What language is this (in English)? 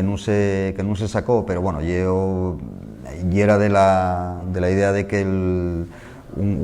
Asturian